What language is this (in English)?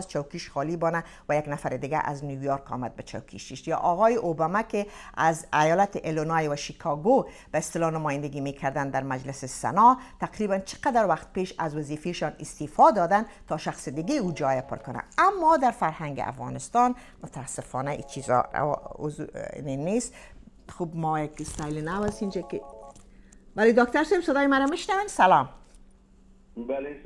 Persian